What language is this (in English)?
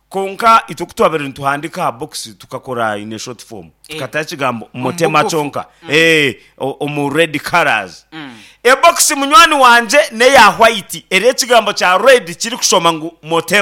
Nyankole